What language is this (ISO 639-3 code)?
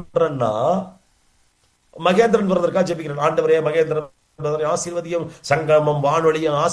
tam